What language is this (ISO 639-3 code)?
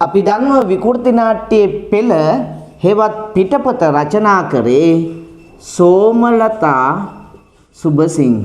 sin